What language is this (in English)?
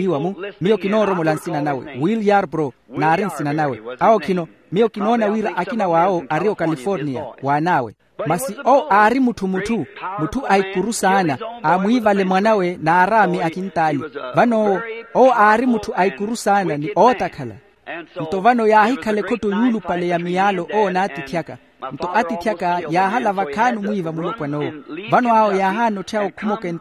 Makhuwa